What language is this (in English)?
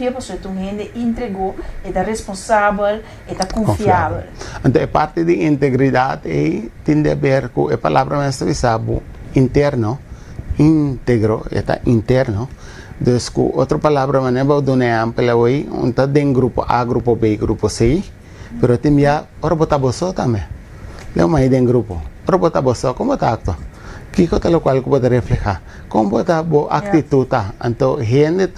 Papiamento